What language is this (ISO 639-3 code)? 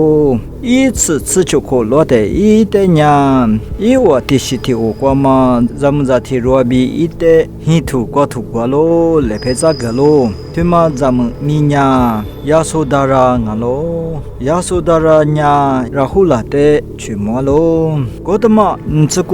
lis